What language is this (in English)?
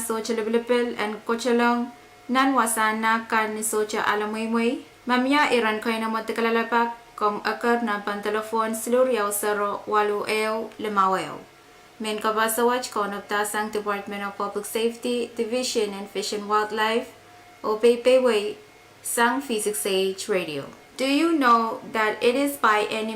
Pohnpeian